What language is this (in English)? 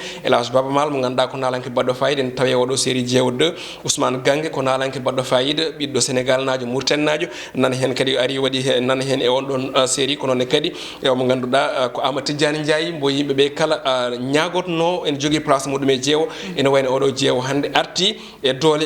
Fula